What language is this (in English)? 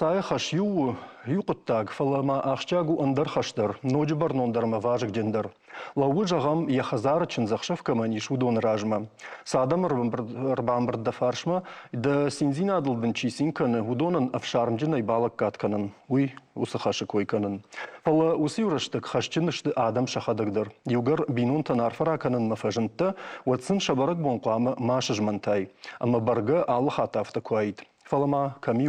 Ossetic